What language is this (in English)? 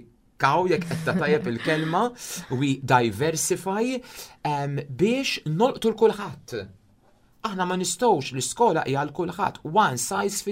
Maltese